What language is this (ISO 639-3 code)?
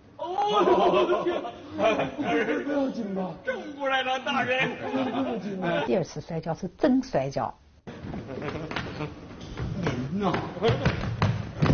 zho